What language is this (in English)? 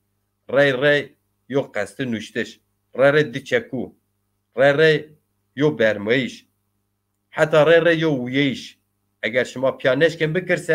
Zaza